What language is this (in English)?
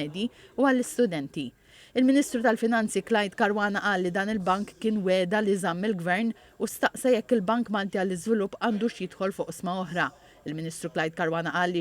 Maltese